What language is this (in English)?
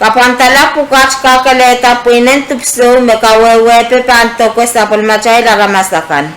Pohnpeian